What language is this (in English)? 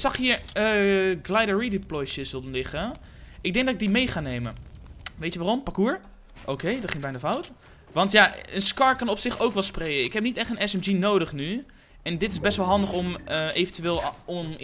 Dutch